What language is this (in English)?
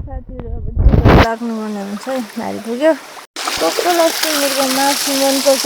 Nepali